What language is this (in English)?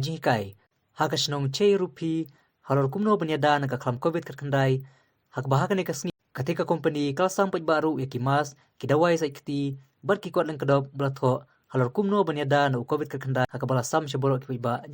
Khasi